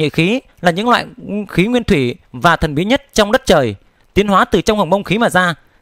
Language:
Vietnamese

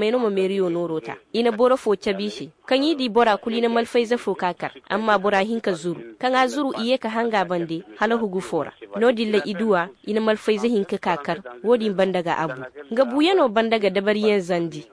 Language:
Koyraboro Senni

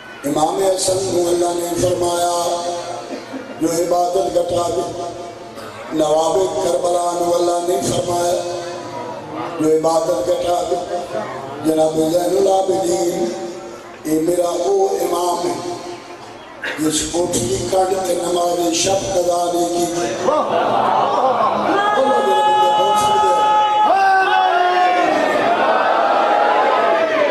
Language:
Urdu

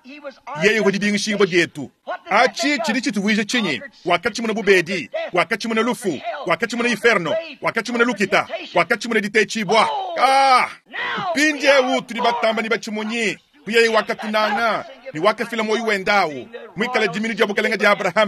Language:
Luba-Lulua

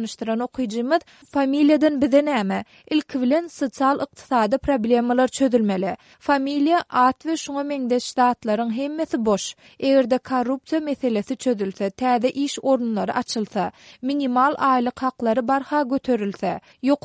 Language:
Turkmen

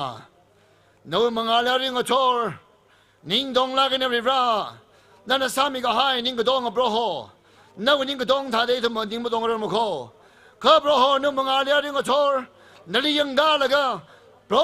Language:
Tangkhul Naga (India)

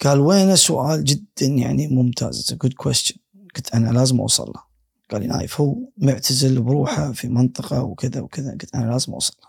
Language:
Gulf Arabic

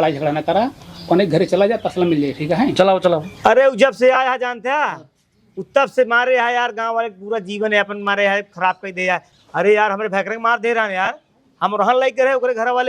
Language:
Awadhi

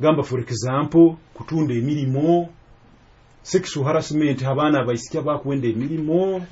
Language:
Nyoro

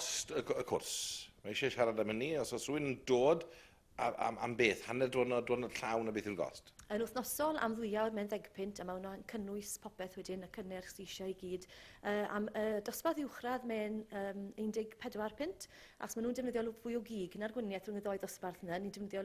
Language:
Welsh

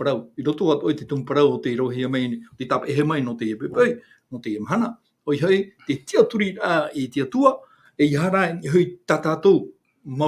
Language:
Tahitian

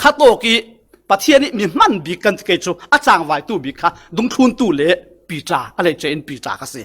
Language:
Falam Chin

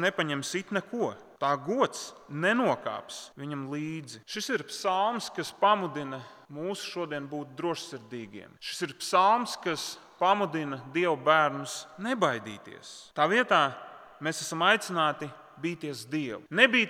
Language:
Latvian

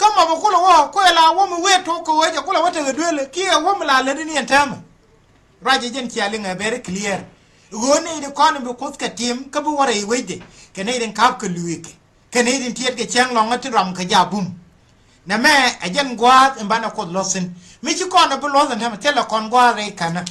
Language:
Nuer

